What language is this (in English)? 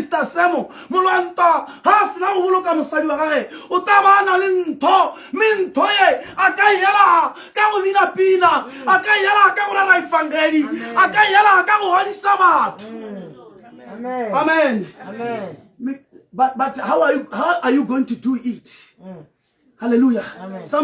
Tswana